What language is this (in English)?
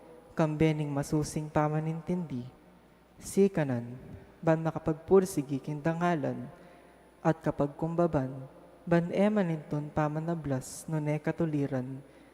Pampanga